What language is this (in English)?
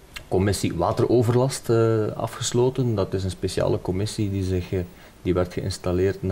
Dutch